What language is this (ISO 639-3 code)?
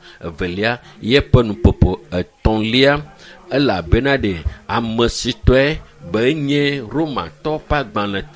ewe